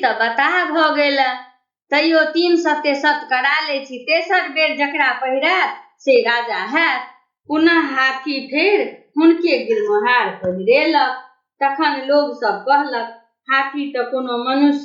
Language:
Maithili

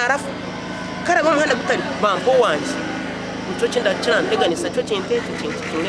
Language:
Nyankole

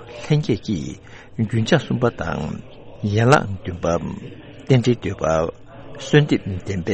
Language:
Tibetan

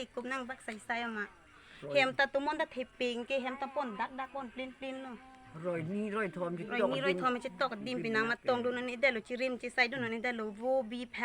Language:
Karbi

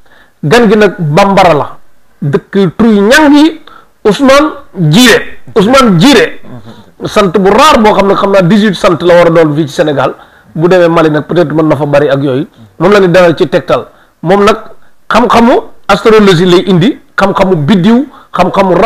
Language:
Wolof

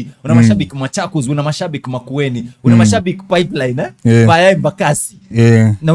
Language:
Kamba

